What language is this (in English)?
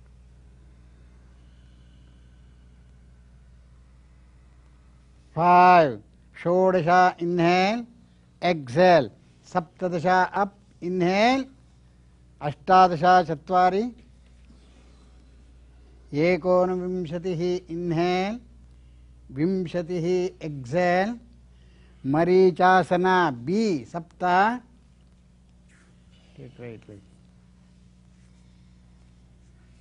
English